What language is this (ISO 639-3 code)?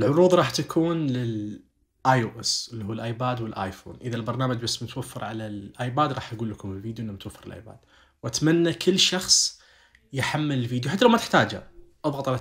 ars